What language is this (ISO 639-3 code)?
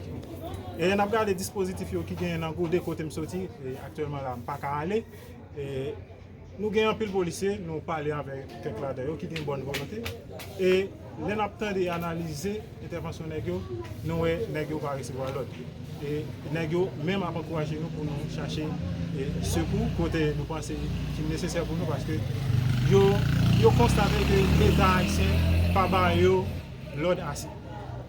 hat